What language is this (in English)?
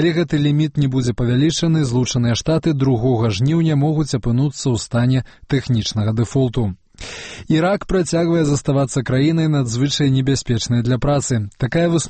Belarusian